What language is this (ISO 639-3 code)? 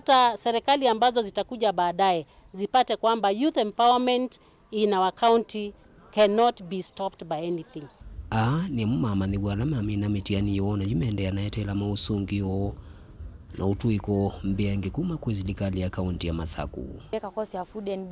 kam